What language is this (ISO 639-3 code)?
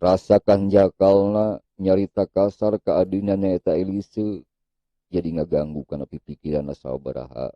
sun